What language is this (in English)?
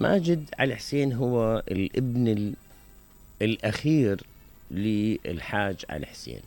Mesopotamian Arabic